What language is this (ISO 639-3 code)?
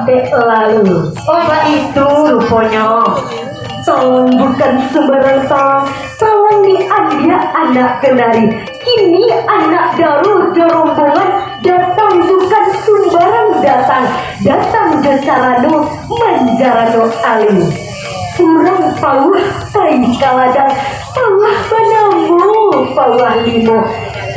min